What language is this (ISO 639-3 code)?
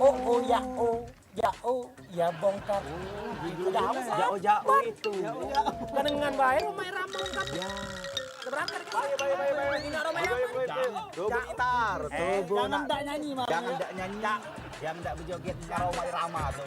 mui